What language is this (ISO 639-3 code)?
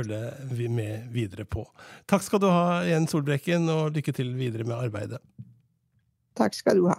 nor